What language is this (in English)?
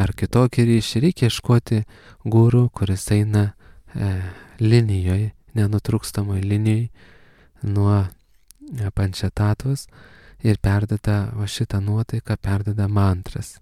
Lithuanian